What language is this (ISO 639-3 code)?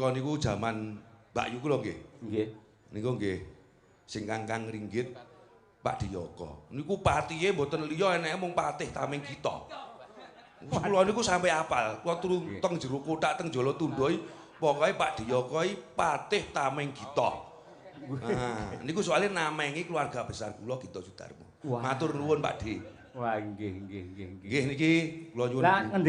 jav